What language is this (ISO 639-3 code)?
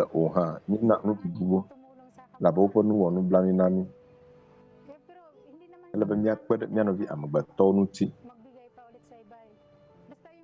ewe